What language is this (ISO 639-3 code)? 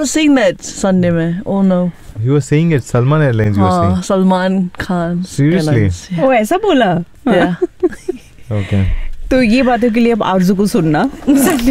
hin